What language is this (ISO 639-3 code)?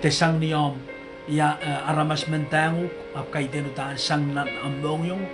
pon